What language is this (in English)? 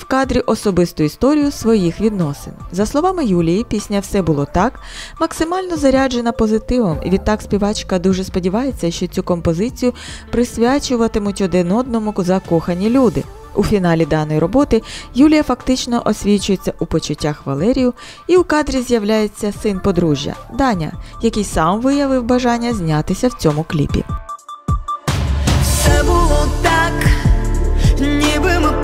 Ukrainian